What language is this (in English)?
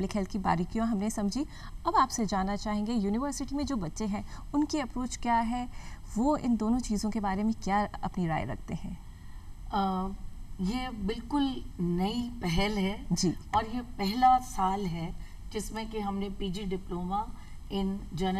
Hindi